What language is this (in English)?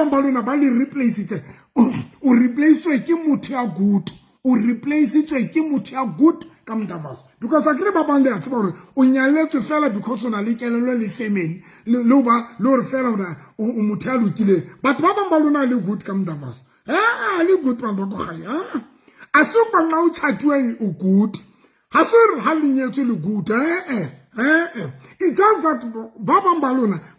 Southern Sotho